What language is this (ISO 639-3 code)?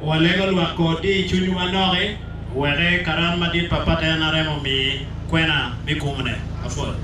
ach